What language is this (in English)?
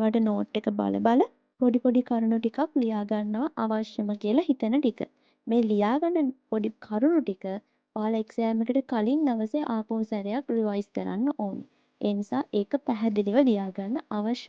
Sinhala